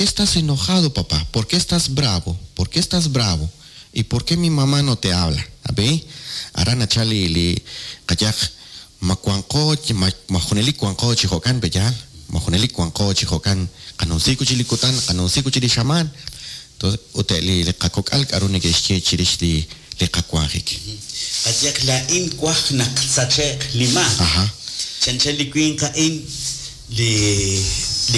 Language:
Kekchí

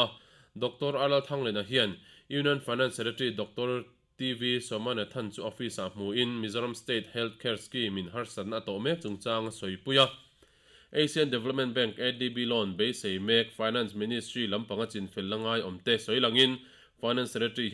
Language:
Mizo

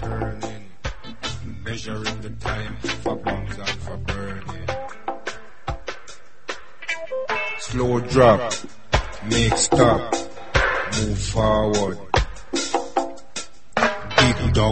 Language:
Basque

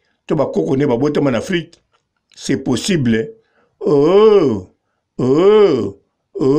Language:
Lingala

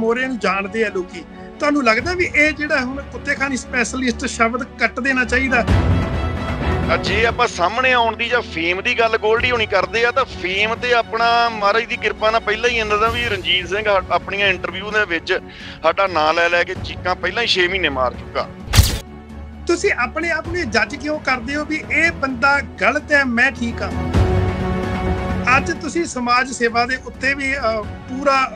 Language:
Punjabi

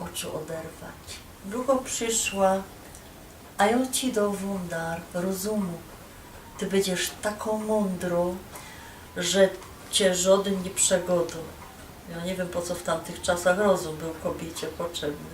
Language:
Silesian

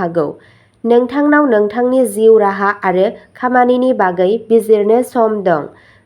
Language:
Bodo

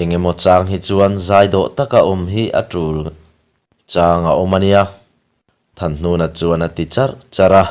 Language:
Mizo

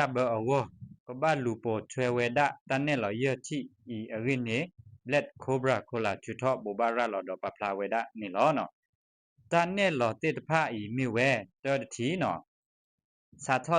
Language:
S'gaw Karen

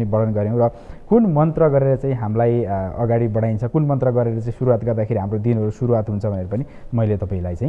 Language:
Nepali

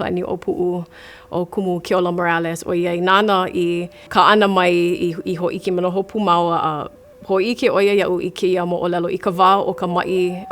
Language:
Hawaiian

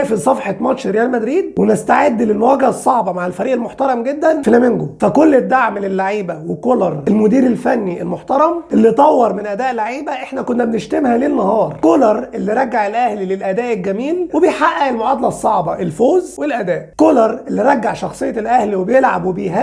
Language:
Egyptian Arabic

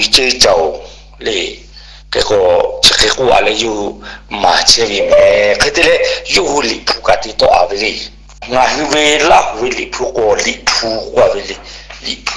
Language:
Lahu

